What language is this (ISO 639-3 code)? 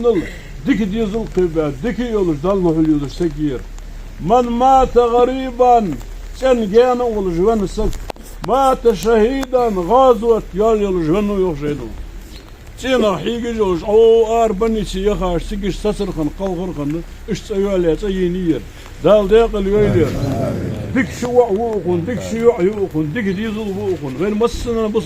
inh